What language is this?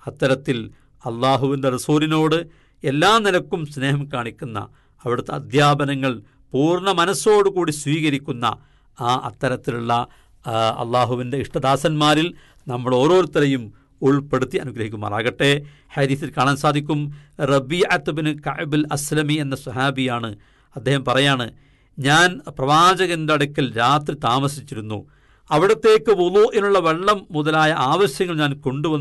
Malayalam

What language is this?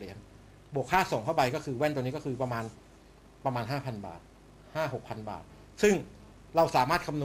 Thai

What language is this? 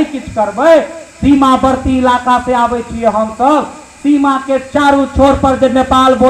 Maithili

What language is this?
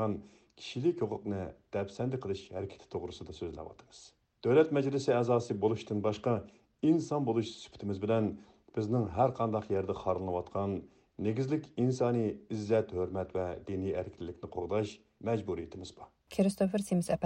Uyghur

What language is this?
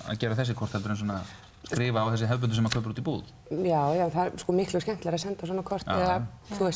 Icelandic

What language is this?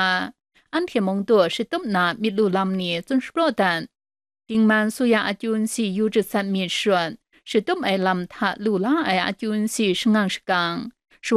Kachin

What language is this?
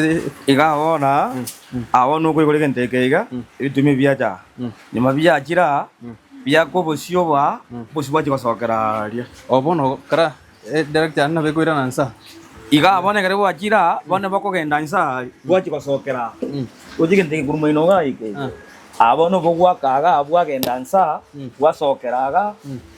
Gusii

